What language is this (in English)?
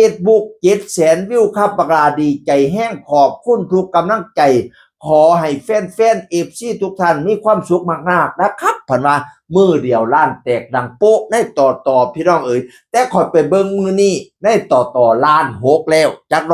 Northeastern Thai